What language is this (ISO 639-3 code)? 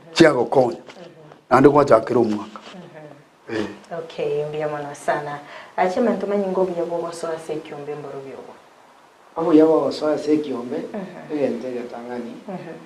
guz